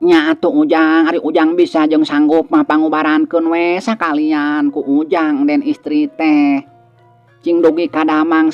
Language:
Sundanese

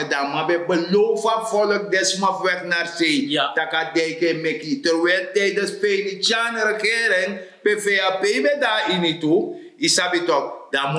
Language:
Sranan Tongo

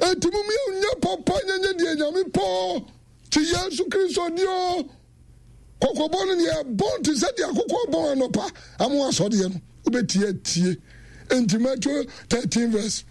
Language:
Akan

